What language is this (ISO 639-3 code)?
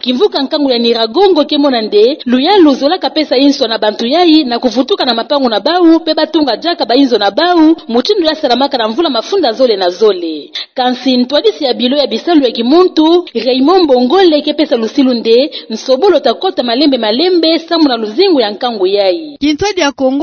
ktu